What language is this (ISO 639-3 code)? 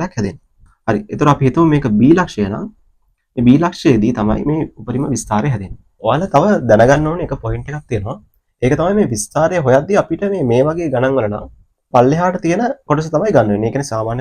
sin